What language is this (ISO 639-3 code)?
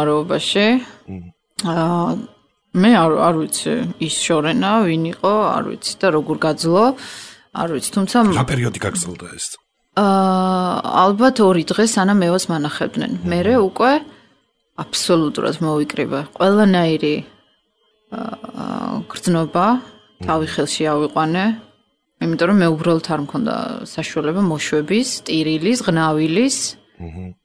kat